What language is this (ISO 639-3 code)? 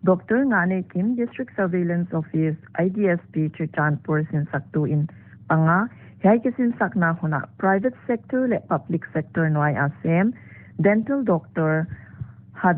pck